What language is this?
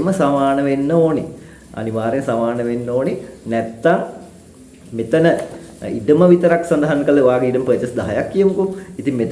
Sinhala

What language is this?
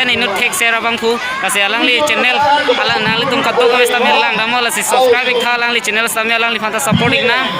Karbi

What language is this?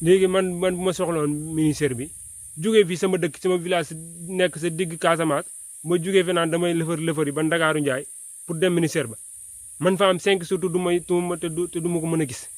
Wolof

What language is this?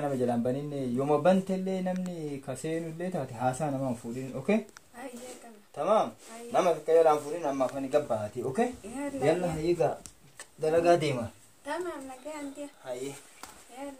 Oromo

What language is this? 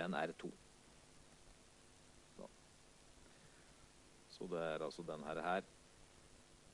Norwegian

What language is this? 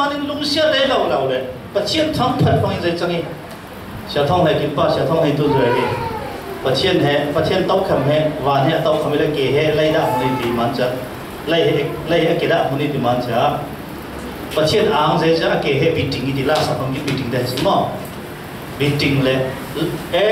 Falam Chin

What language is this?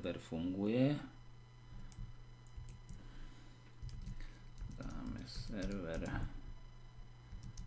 Slovak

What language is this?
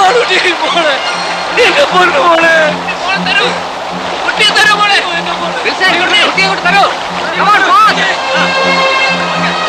Malayalam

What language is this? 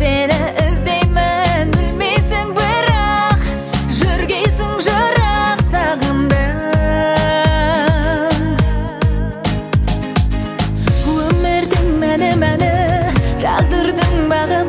Kazakh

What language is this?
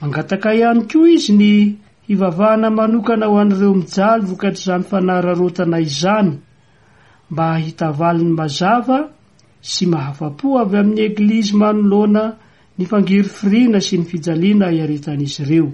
Malagasy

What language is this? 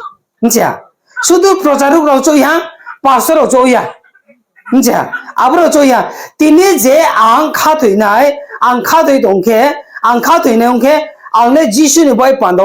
Riang (India)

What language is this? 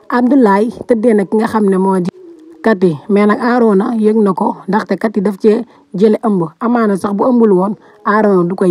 Wolof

